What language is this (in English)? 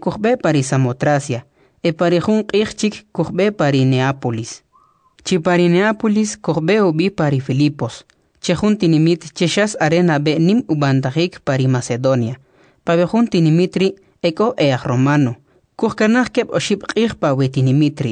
Kʼicheʼ